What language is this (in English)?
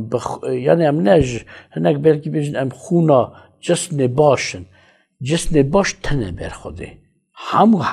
Kurdish